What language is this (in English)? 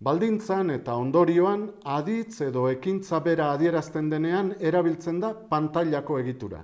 Basque